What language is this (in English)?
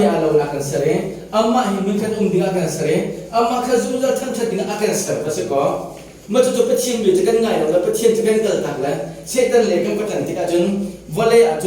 Hakha Chin